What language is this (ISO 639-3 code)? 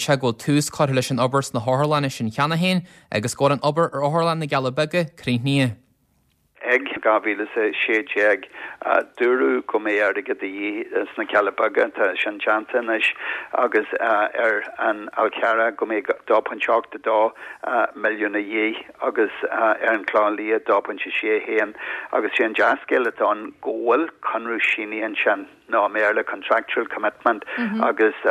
gle